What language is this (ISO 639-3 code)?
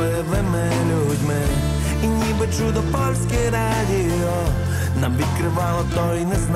ukr